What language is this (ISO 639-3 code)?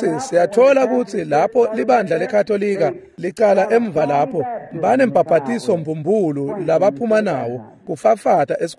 ssw